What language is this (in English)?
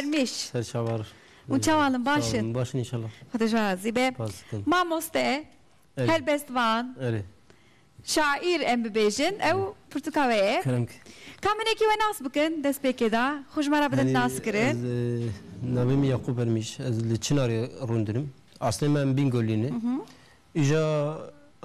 Kurdish